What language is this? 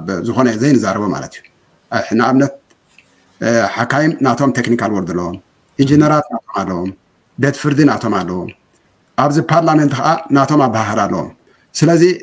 Tigrinya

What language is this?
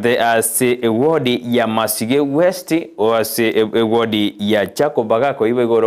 Gusii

